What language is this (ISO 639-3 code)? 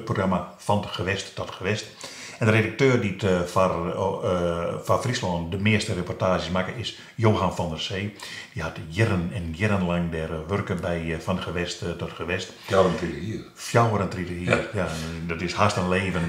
fry